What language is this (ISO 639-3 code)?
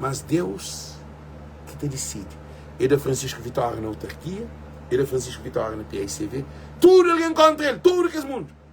kea